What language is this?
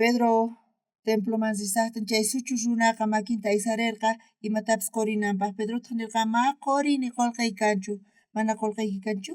South Bolivian Quechua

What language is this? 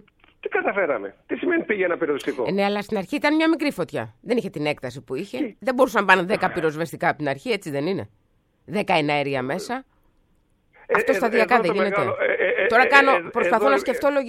Greek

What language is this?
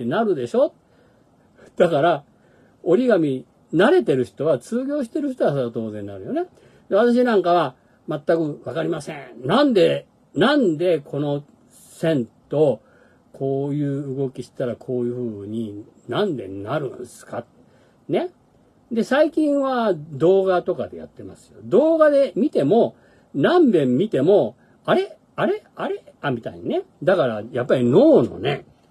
Japanese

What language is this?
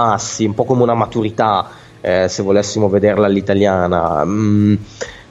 Italian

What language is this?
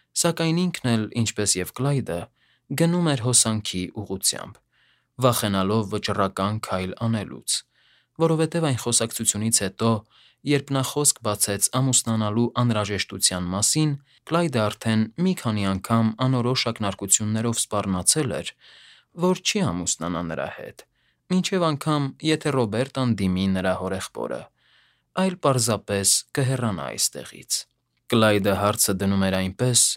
Armenian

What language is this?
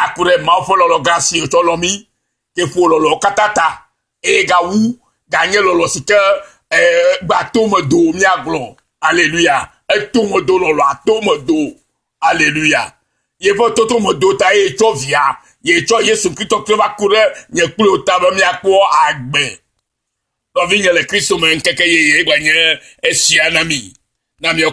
Ewe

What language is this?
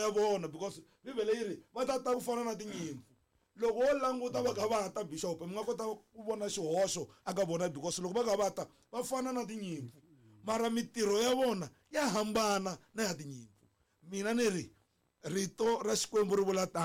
Tsonga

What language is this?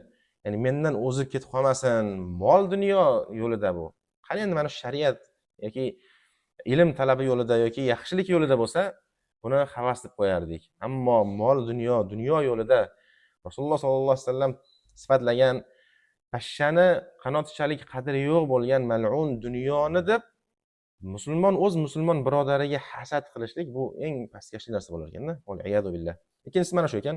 Uzbek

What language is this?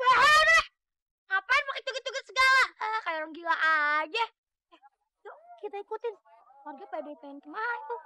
Betawi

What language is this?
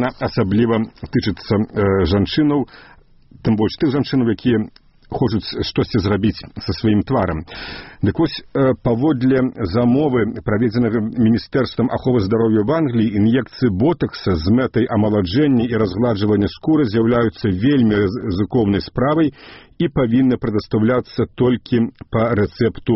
Belarusian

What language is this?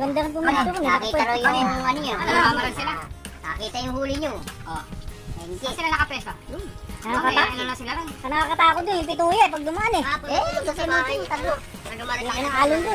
Filipino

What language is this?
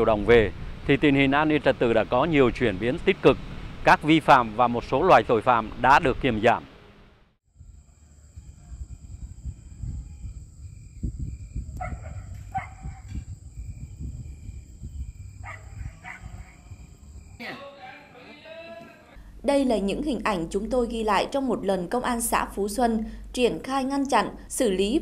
Vietnamese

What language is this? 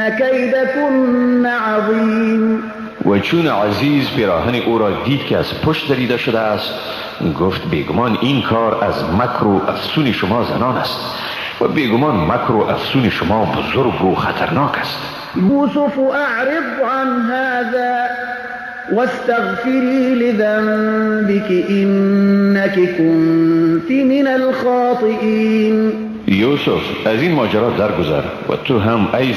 Persian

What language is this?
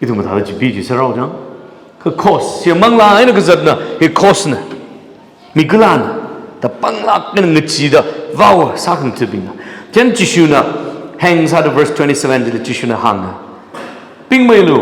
Tangkhul Naga (India)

